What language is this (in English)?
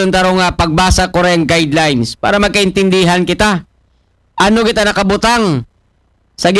Aklanon